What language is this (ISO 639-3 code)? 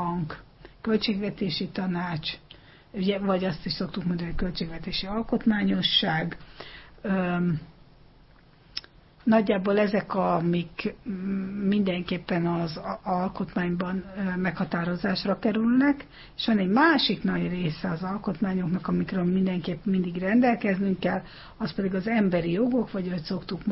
hun